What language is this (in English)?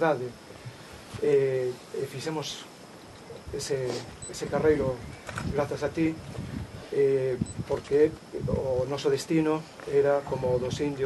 Galician